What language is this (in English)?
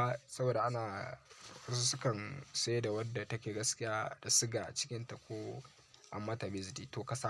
Hausa